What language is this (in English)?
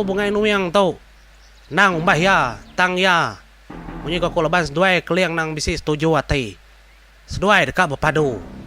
Iban